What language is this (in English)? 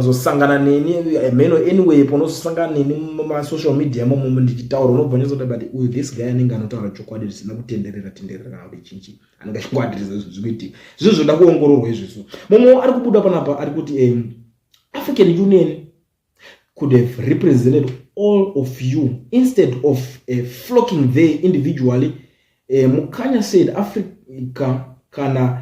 Shona